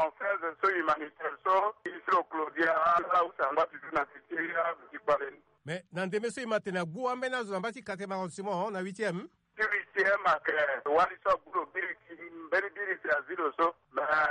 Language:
Sango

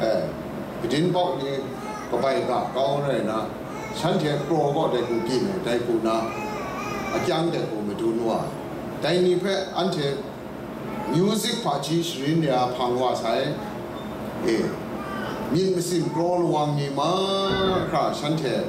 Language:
Kachin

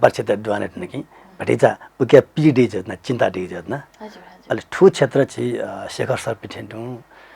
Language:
Newari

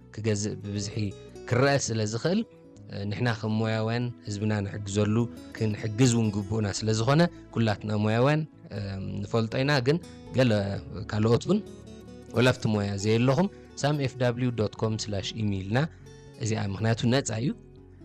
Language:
Tigrinya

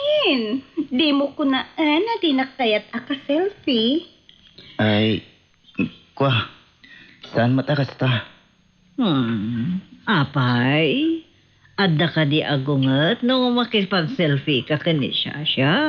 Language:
Iloko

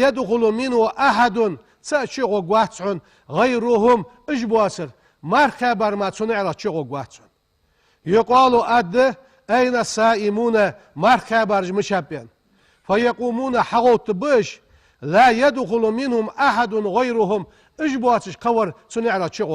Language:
Ingush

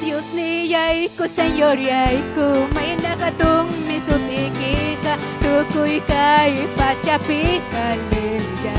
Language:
Ayacucho Quechua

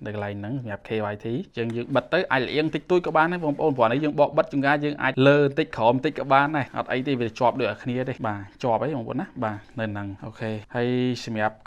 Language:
Khmer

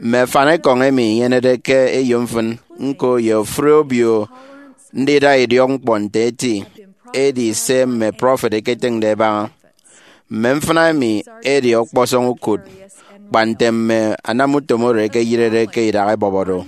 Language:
Efik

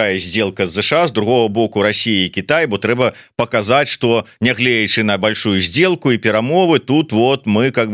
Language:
Belarusian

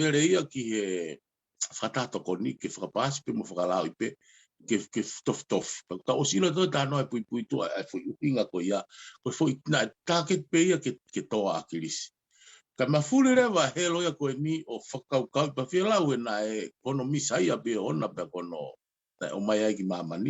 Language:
Tongan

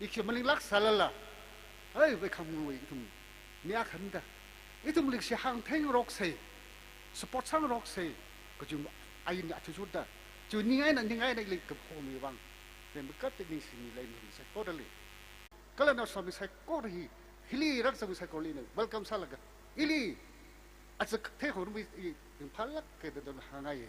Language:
Tangkhul Naga (India)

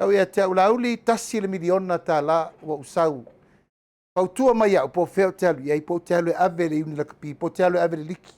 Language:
Samoan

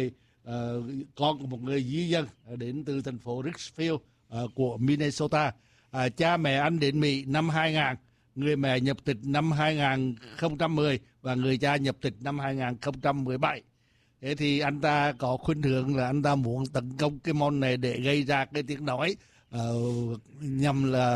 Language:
Vietnamese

